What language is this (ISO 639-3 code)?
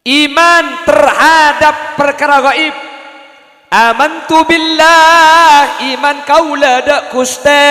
mad